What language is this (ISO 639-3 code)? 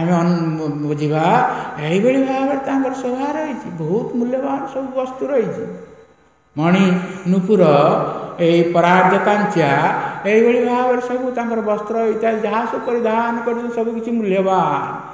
ori